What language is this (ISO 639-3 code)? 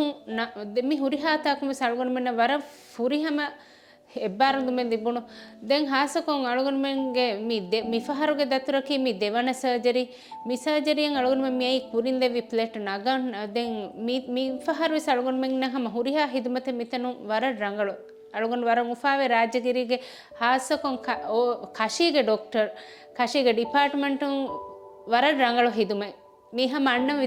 div